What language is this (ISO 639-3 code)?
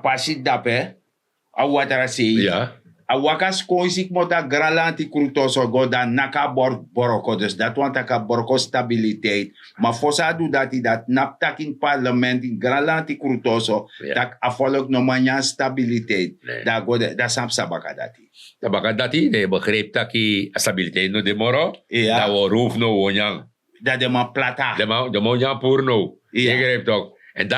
srn